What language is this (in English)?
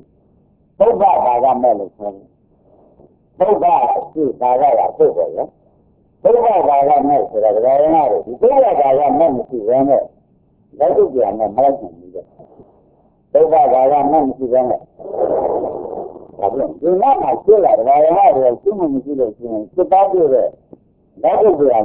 Burmese